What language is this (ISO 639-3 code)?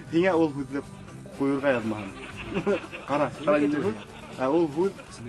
bak